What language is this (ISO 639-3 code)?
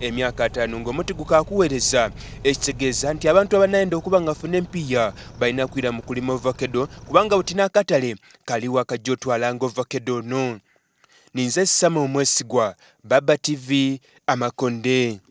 xog